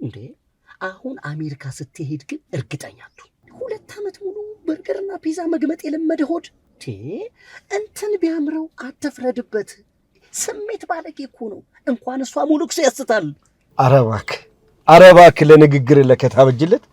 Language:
Amharic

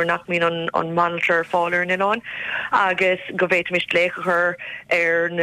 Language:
Irish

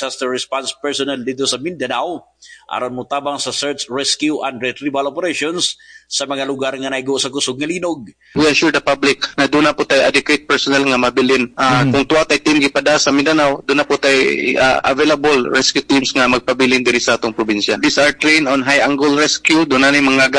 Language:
Cebuano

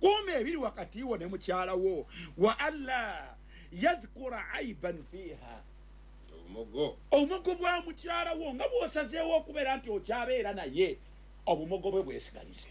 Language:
Ganda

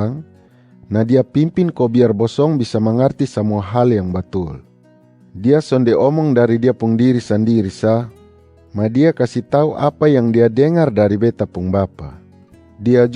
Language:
Kupang Malay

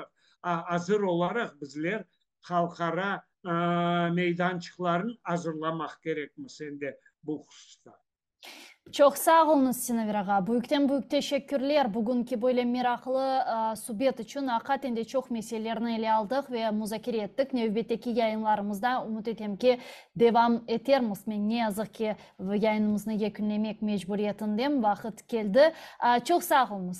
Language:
Crimean Tatar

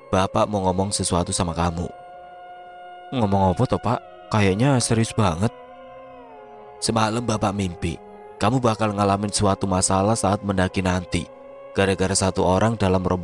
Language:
Indonesian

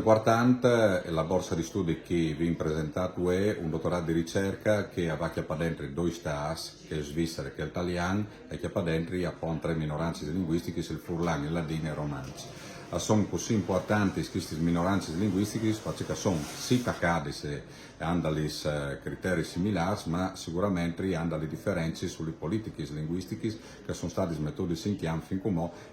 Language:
Friulian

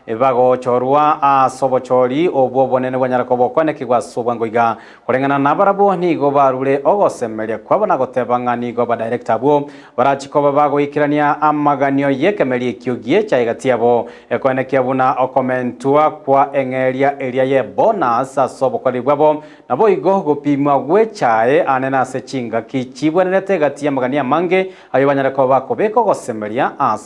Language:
Gusii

